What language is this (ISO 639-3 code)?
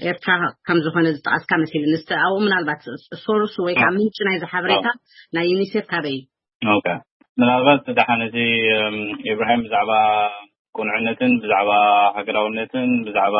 tir